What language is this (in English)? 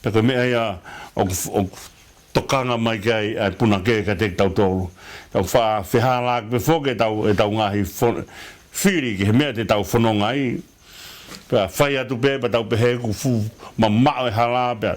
Tongan